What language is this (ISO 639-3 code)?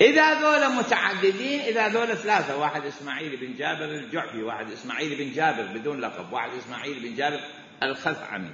acm